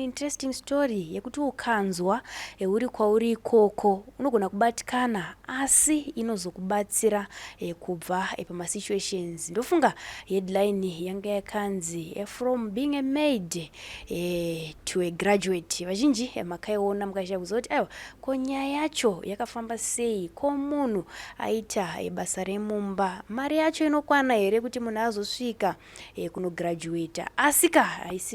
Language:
Shona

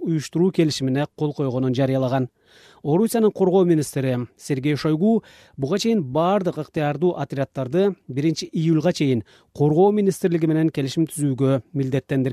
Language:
Kyrgyz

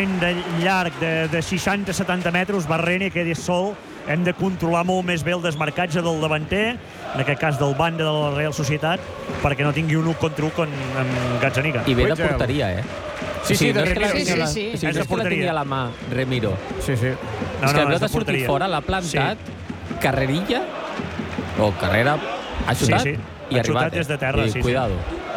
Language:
Catalan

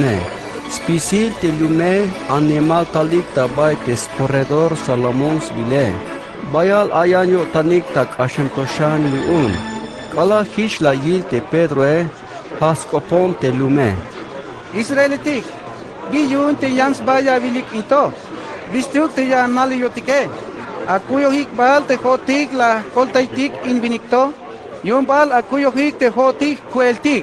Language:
Tzeltal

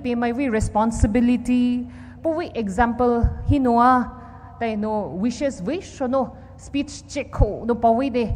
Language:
Poumei Naga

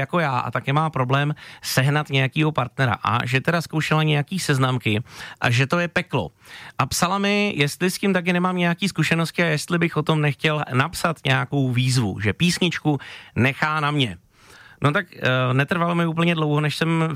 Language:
Czech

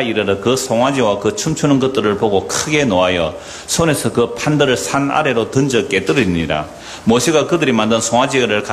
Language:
Korean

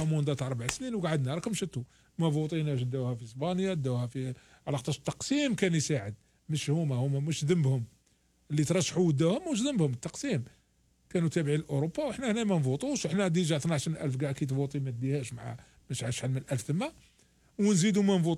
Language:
Algerian Arabic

